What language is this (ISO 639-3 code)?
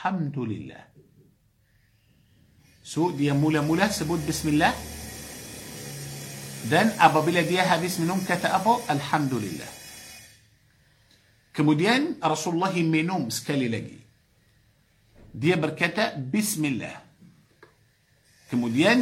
msa